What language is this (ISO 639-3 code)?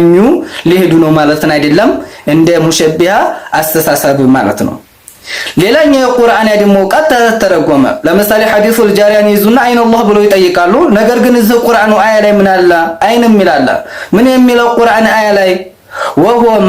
amh